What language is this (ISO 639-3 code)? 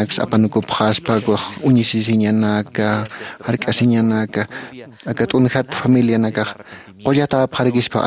aym